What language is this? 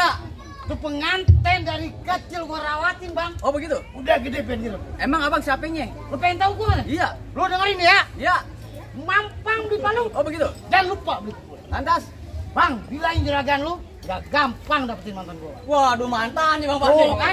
Betawi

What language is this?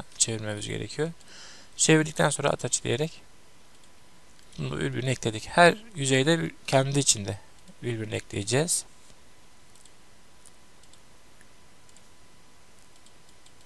Turkish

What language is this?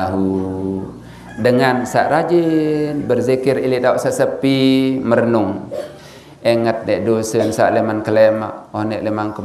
Sasak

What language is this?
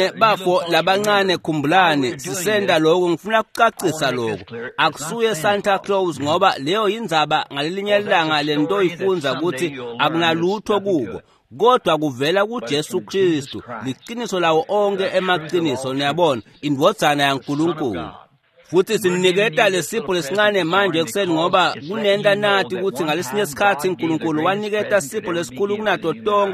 Swati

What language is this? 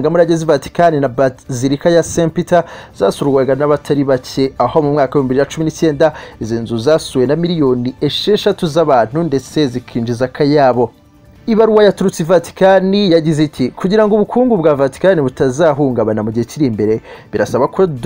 Kinyarwanda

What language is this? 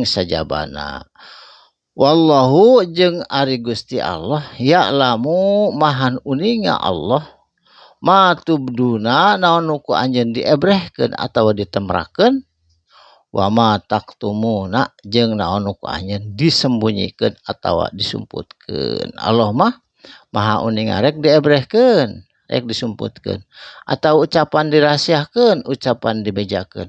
Sundanese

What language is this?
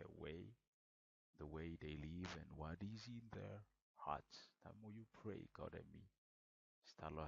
Bislama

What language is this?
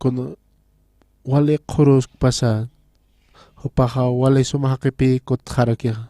Aymara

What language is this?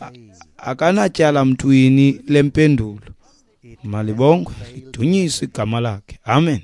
Xhosa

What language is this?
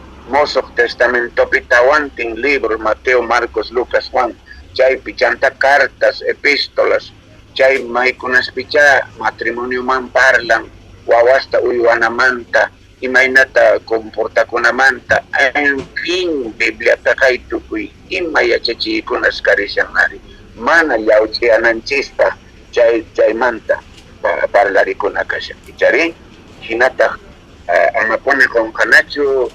South Bolivian Quechua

